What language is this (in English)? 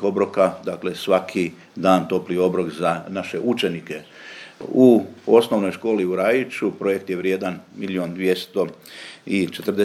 Serbian